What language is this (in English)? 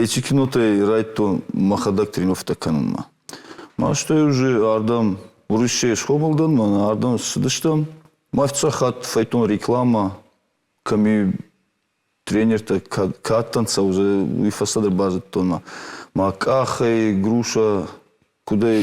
Ossetic